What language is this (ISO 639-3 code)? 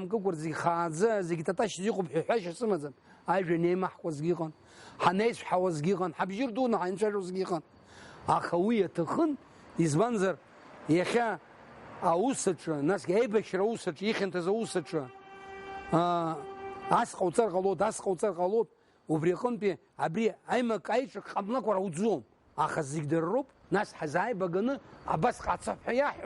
abk